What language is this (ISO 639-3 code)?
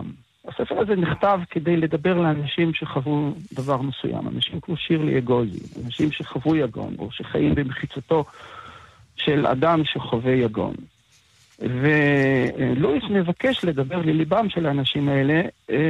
heb